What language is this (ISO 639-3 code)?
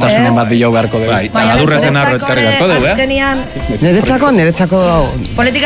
eus